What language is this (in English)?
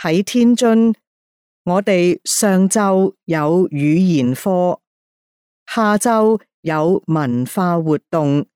Cantonese